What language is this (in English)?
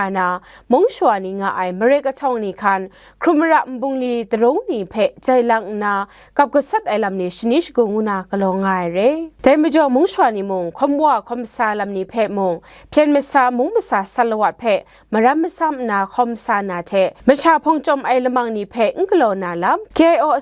Kachin